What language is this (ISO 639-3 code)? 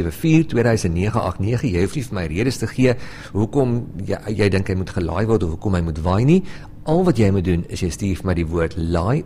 afr